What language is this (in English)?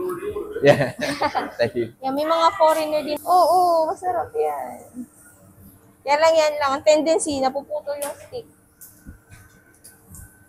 Filipino